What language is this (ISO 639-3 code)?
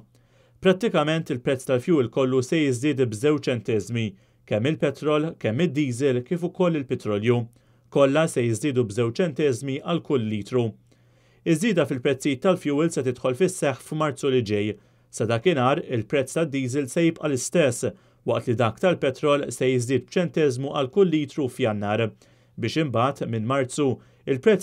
mlt